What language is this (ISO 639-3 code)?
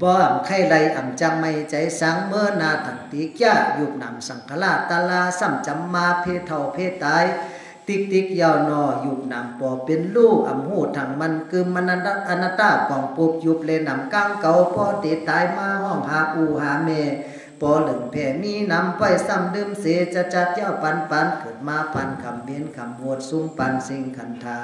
shn